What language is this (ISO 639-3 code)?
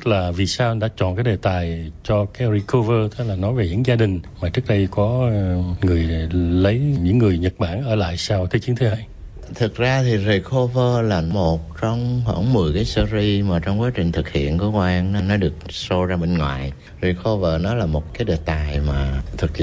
vie